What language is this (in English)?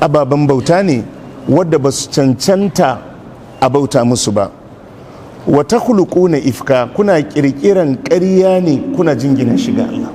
Hausa